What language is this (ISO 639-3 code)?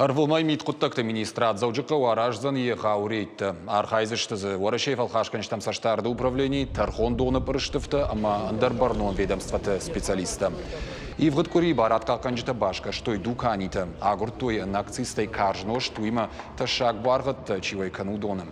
oss